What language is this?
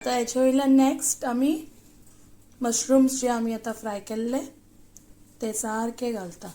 Konkani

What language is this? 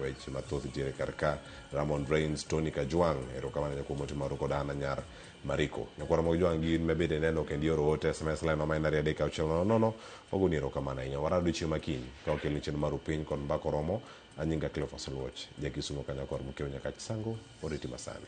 Luo (Kenya and Tanzania)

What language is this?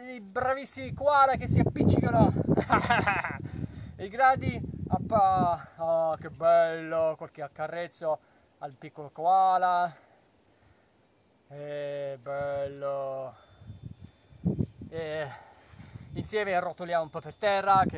Italian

